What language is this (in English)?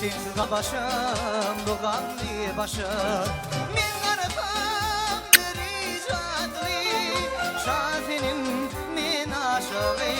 Turkmen